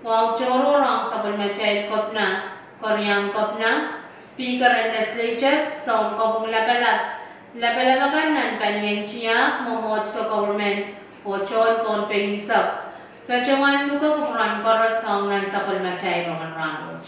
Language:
Pohnpeian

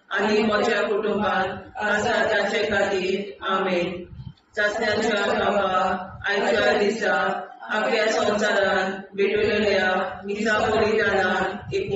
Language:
Konkani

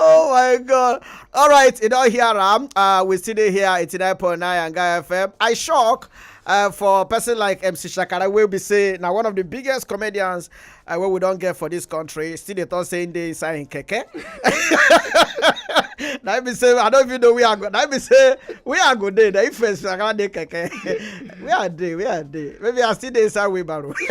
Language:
Nigerian Pidgin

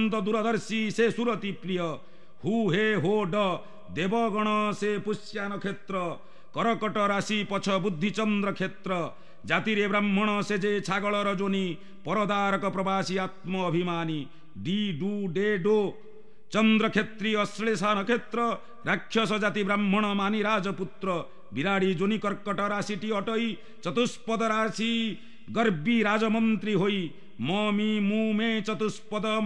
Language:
Odia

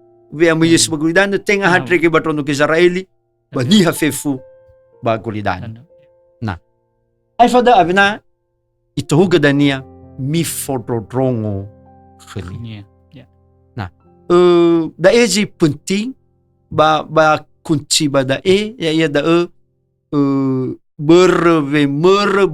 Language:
Nias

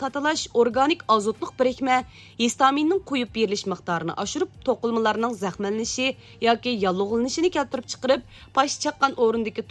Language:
Uyghur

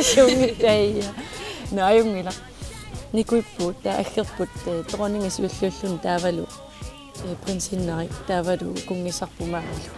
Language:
Kalaallisut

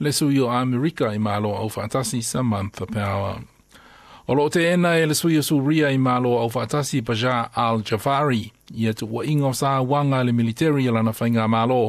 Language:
Samoan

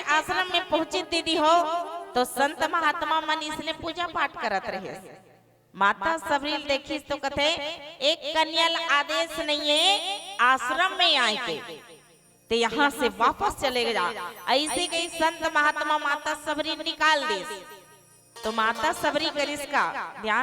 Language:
Chhattisgarhi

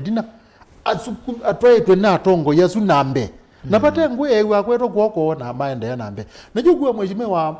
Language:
Kamba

